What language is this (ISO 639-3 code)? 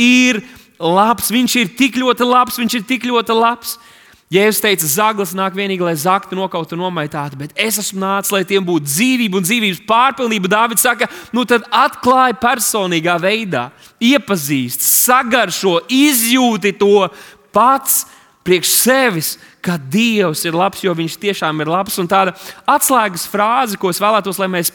lav